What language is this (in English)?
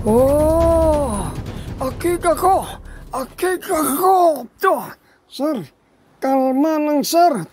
Hiligaynon